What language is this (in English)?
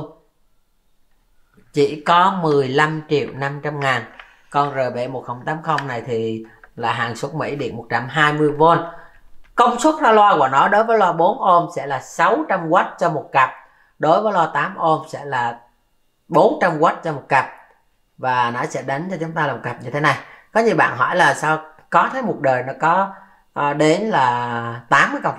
Vietnamese